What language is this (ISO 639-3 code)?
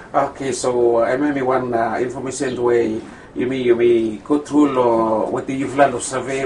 bis